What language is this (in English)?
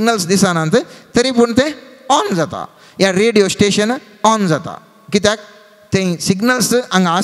Konkani